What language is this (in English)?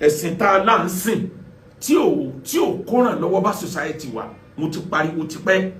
Yoruba